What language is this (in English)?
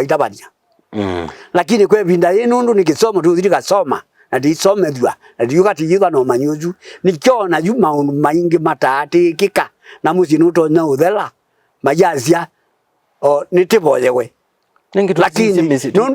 Kamba